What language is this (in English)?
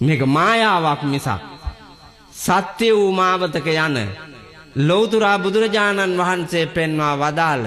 Sinhala